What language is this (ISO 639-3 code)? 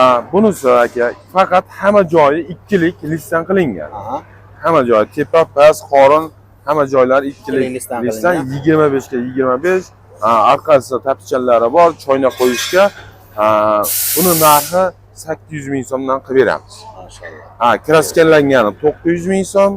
uzb